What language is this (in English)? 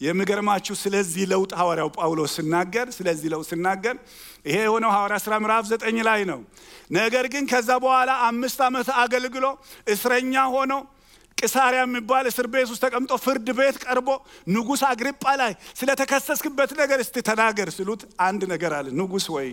Amharic